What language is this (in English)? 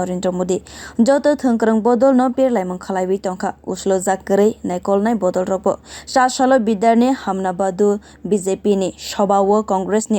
Kok Borok